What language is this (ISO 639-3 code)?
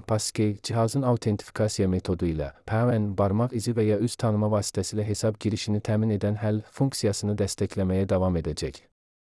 aze